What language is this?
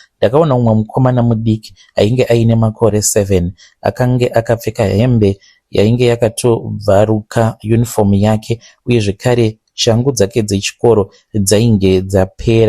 Shona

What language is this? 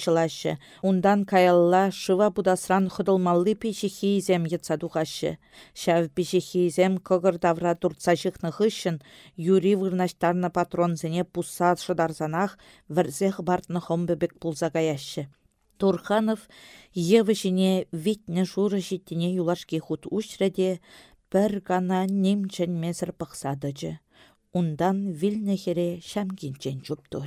Chuvash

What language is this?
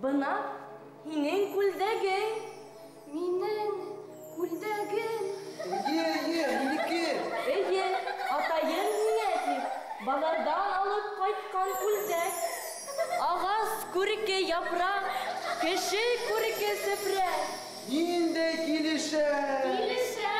Bashkir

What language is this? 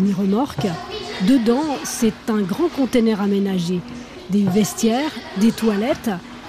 French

